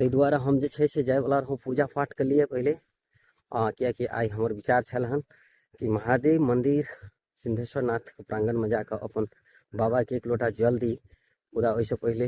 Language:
Maithili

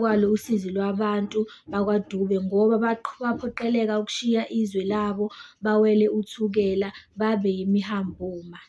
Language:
Zulu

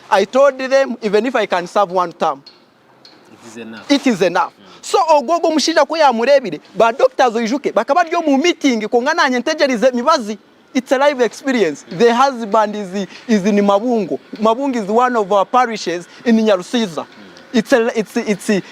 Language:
Nyankole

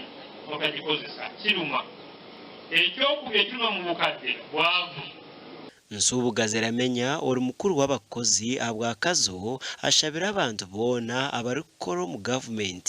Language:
Nyankole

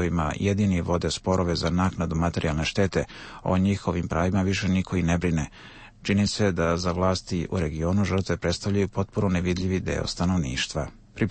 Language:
Serbian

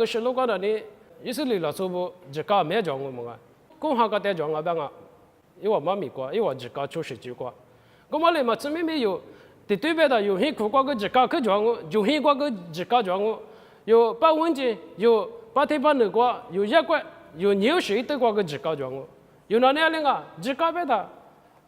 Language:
Lisu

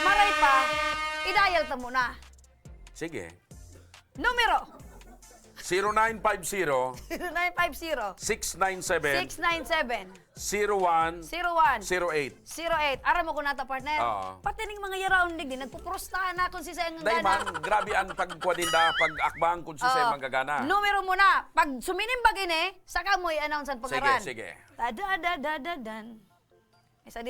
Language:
Bikol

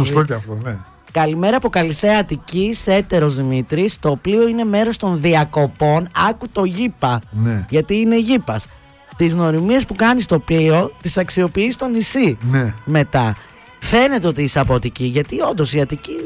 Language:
Greek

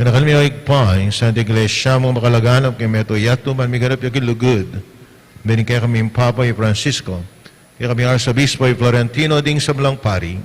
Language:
Pampanga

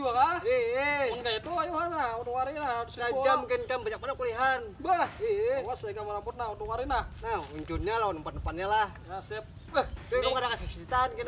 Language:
Banjar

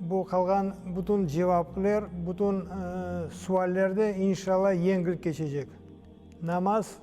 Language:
Crimean Tatar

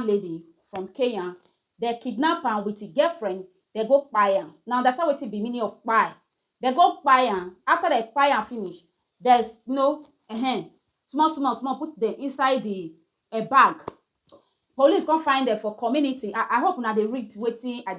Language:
Nigerian Pidgin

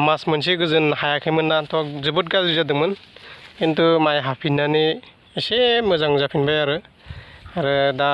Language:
Bodo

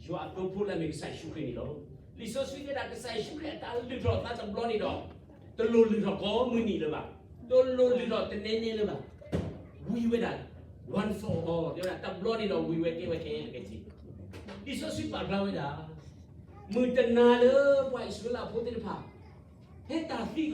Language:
S'gaw Karen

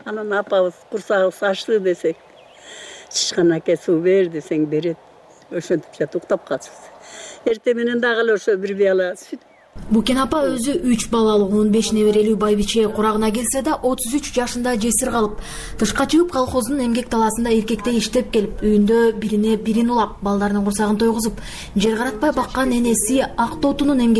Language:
Kyrgyz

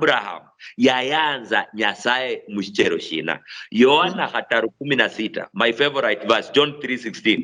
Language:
Luyia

